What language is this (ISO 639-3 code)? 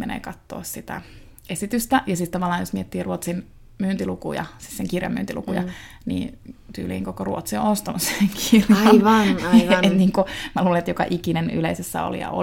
fin